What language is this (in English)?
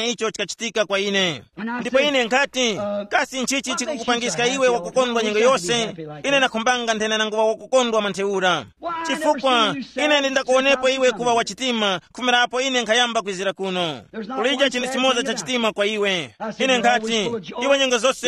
Tumbuka